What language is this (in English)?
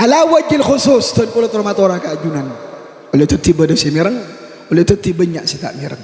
Madurese